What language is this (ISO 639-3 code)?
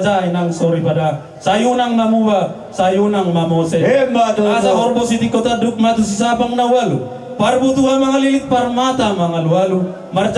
bbc